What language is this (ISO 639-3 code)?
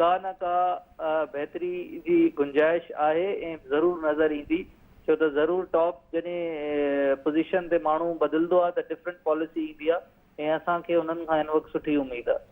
snd